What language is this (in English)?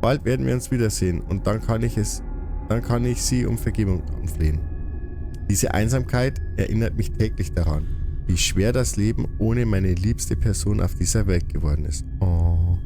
Bavarian